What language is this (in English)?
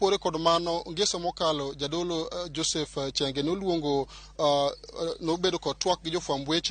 Luo (Kenya and Tanzania)